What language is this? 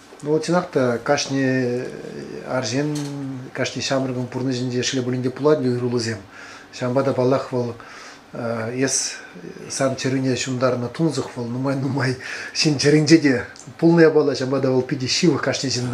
Chuvash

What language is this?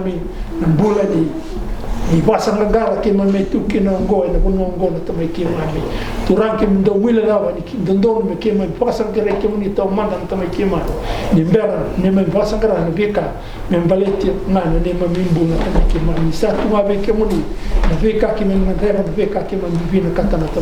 Fijian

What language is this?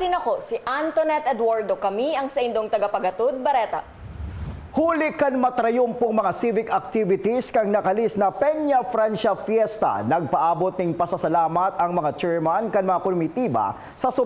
Bikol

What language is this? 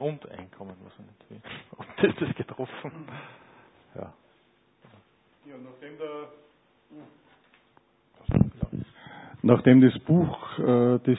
German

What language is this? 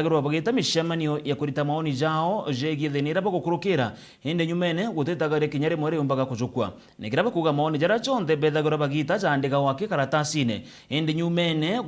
Meru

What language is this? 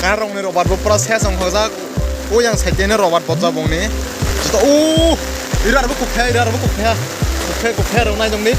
Kok Borok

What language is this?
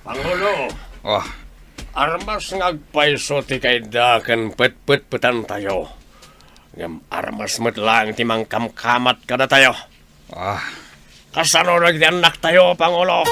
Iloko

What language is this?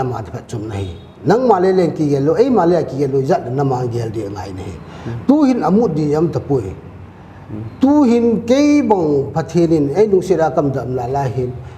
Paite Chin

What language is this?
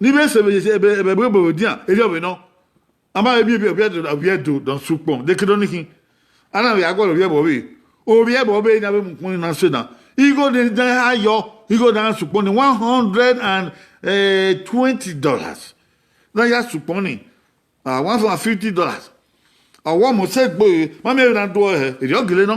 Bini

